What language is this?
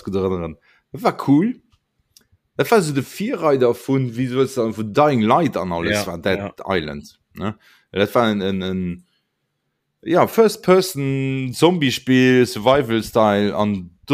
Luxembourgish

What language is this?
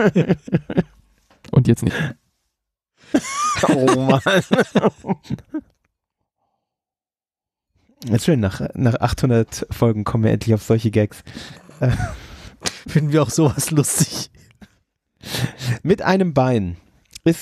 German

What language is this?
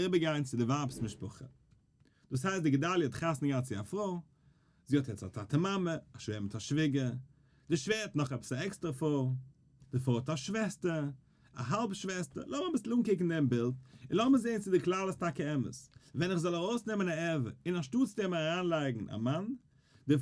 Yiddish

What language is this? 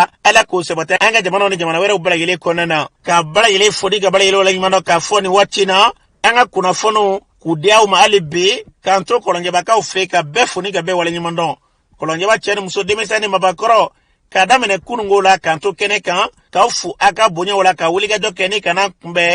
Bambara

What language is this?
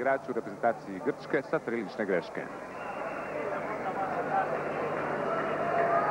Croatian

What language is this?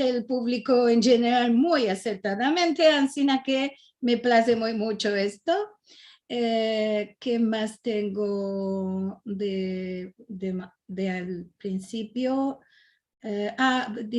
Ladino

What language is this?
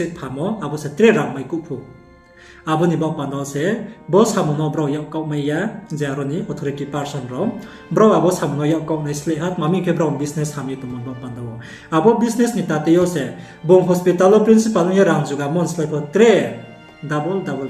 Riang (India)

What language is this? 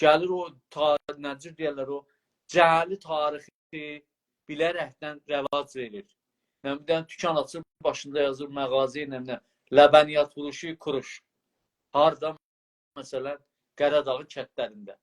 South Azerbaijani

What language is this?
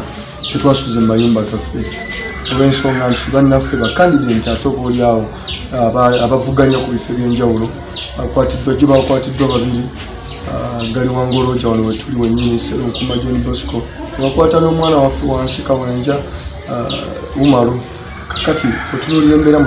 Ganda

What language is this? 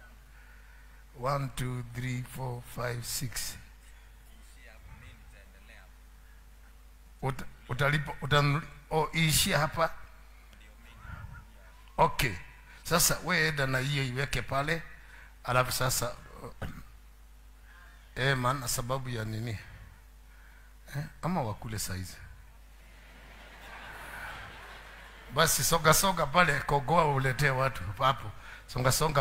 Swahili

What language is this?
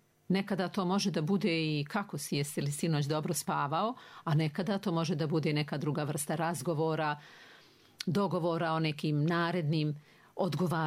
Croatian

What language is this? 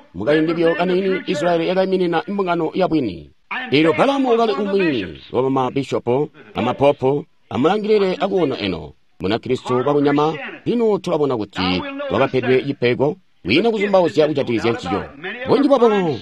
Tonga (Zambia)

